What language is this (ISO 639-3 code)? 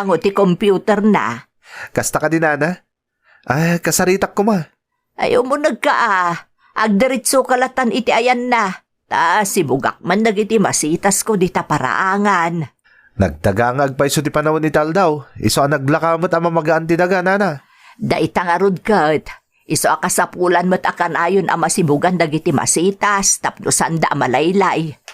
ilo